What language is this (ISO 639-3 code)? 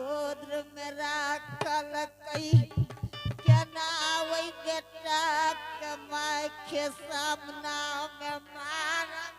anp